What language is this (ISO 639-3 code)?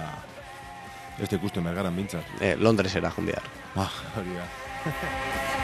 eus